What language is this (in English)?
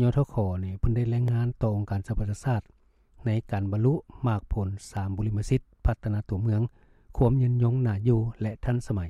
Lao